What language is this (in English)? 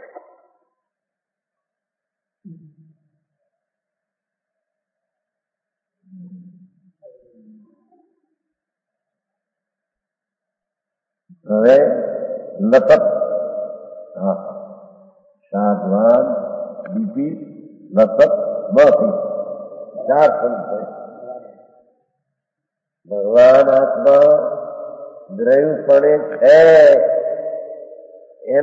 Gujarati